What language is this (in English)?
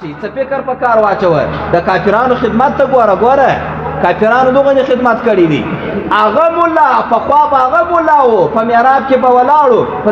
Pashto